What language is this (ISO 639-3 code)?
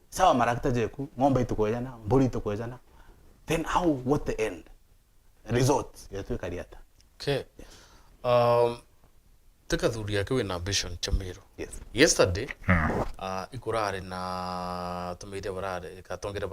mer